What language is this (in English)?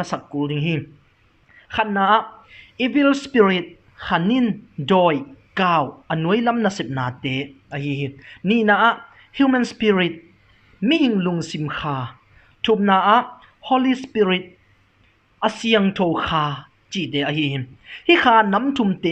Tedim Chin